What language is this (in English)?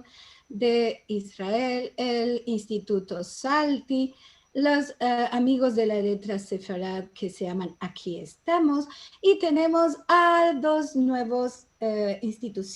Ladino